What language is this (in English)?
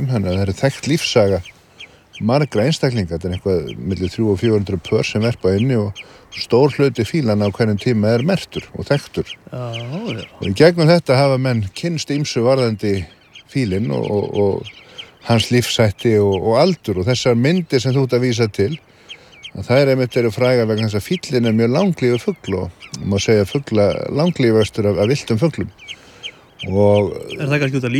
Icelandic